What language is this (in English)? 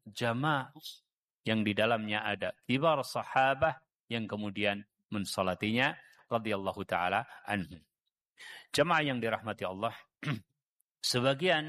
Indonesian